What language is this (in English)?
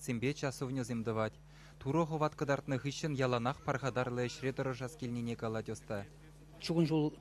Chuvash